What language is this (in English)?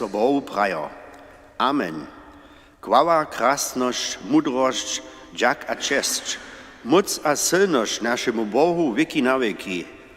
Upper Sorbian